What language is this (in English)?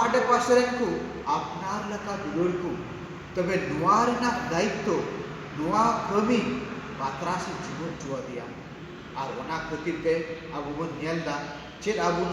Santali